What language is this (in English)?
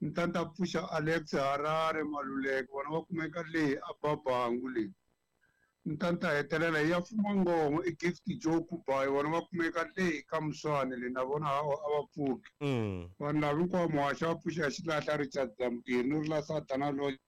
Tsonga